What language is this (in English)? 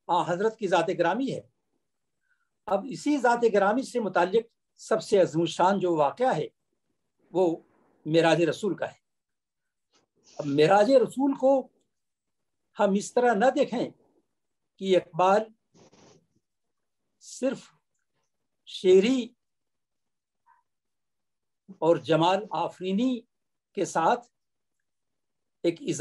Urdu